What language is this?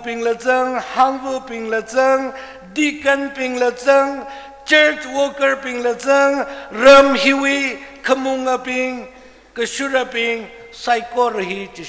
Tangkhul Naga (India)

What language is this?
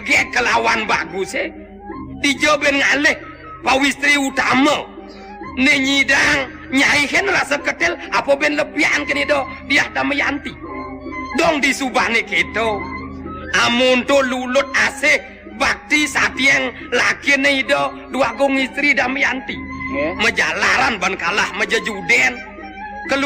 Balinese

